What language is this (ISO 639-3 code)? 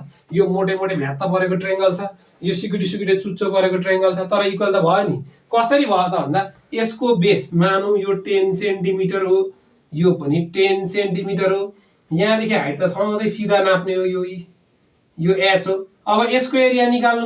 nep